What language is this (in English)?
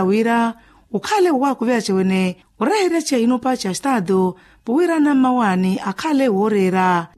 Makhuwa